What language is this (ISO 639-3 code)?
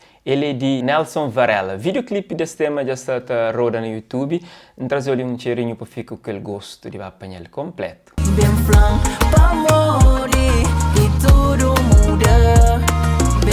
kea